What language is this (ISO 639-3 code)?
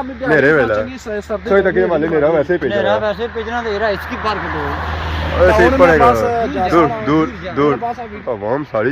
phr